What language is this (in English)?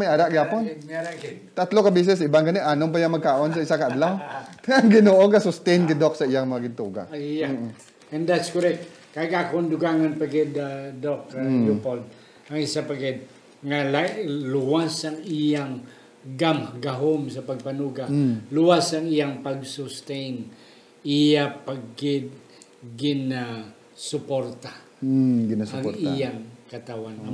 Hiligaynon